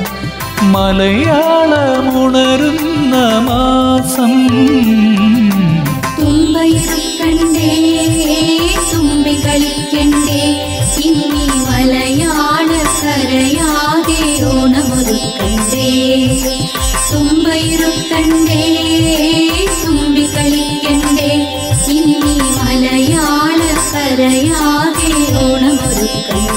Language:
Malayalam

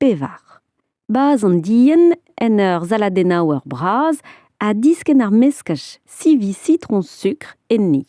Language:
Breton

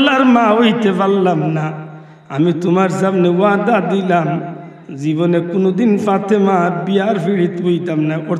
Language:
Sylheti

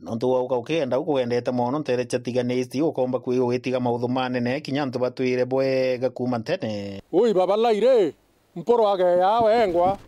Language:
Meru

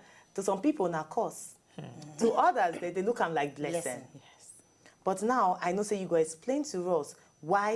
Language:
Nigerian Pidgin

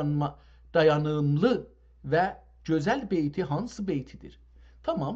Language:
South Azerbaijani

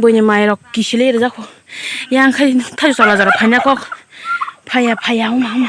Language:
Kok Borok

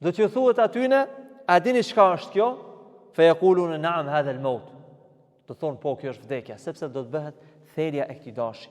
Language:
Albanian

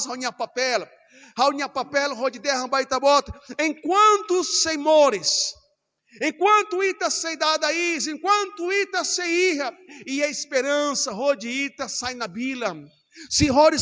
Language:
Tetum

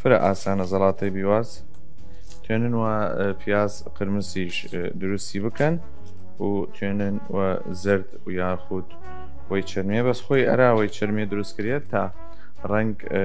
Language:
Southern Kurdish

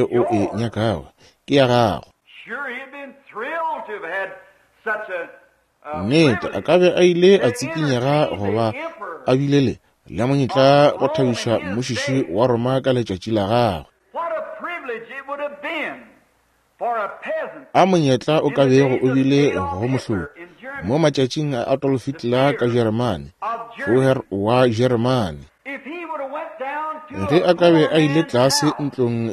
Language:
Northern Sotho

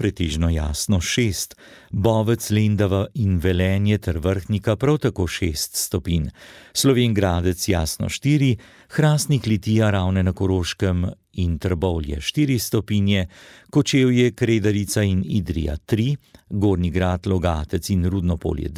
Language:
Slovenian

